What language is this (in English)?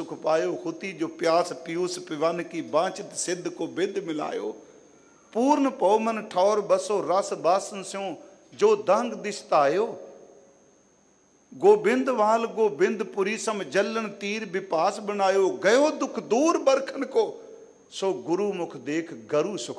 Punjabi